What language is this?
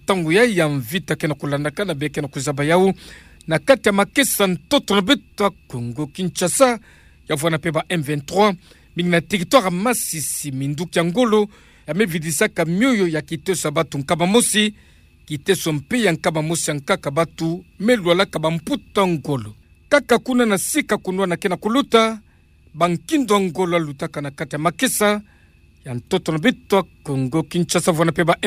Kituba (Democratic Republic of Congo)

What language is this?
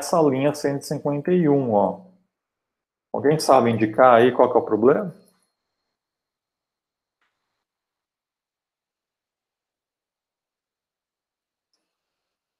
Portuguese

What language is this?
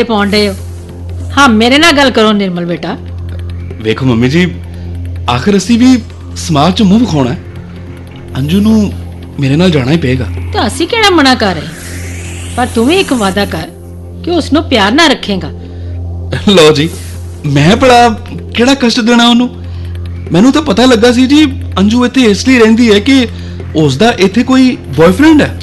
Punjabi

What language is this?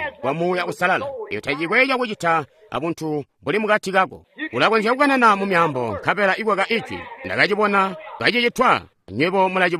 Tonga (Zambia)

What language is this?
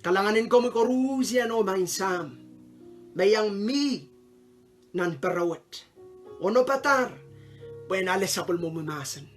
Pohnpeian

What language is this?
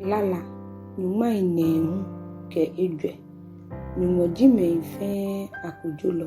Ga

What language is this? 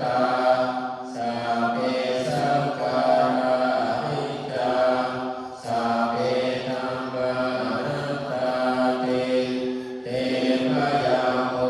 Pali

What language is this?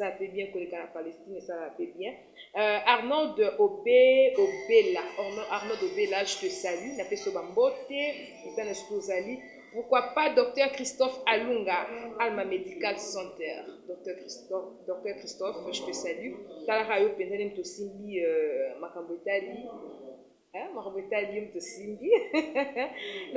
Lingala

